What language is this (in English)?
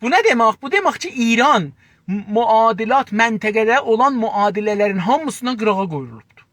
South Azerbaijani